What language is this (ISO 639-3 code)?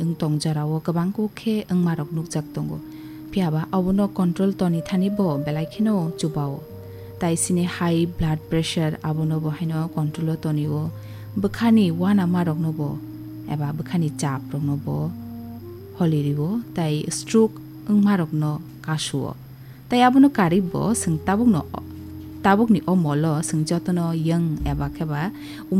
trp